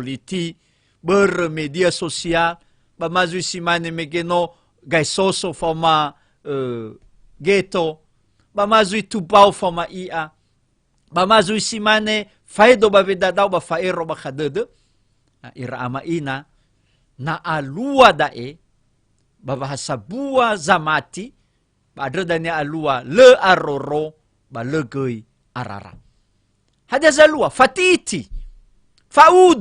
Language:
Nias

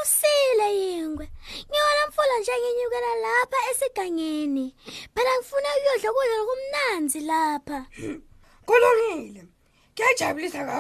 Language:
Swati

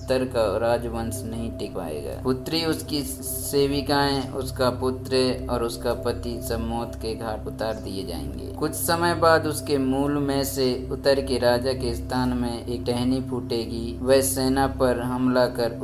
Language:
Hindi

